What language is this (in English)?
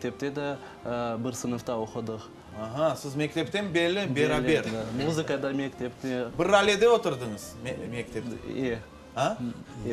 Crimean Tatar